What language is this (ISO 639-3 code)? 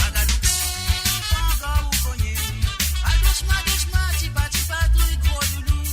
mfe